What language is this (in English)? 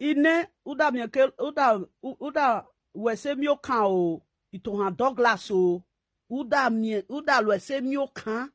Nigerian Pidgin